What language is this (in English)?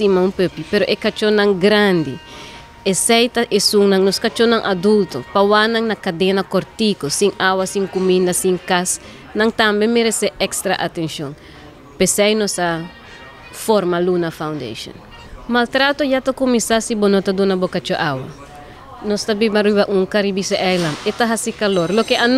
Papiamento